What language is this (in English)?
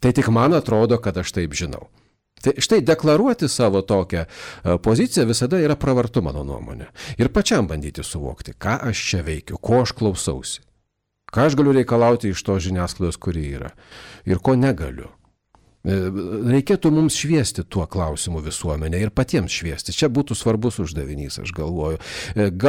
Lithuanian